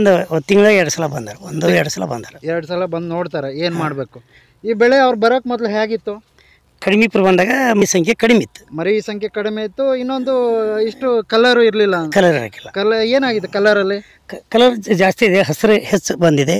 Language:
Kannada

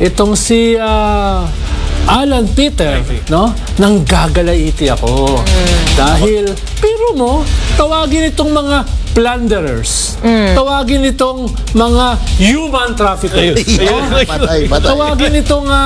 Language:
Filipino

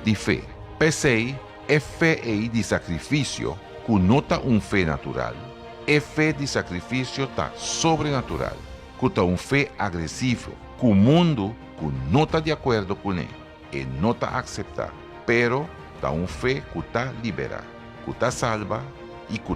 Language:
Papiamento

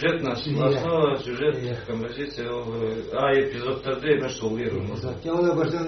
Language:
Kazakh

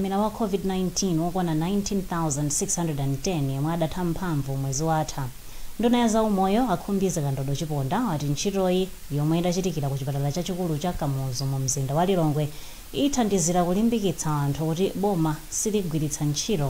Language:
Nyanja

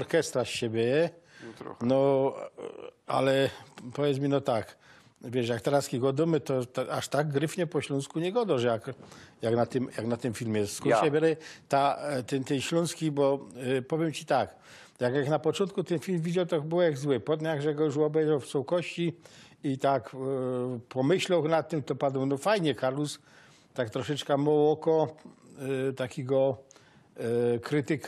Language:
Silesian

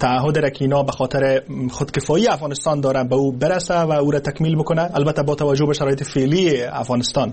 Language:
Persian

